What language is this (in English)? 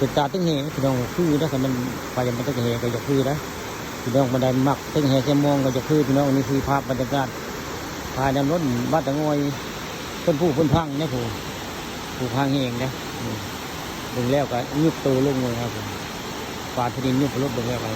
Northeastern Thai